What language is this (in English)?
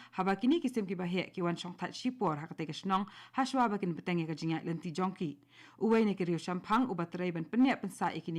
Khasi